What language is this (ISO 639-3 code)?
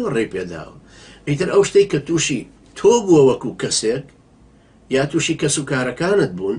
ckb